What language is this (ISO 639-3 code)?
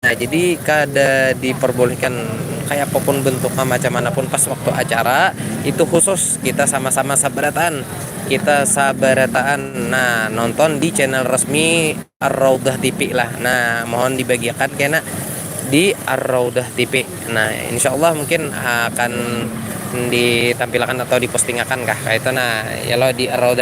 bjn